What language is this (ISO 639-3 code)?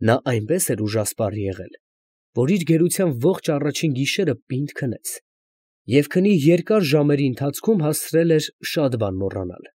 hye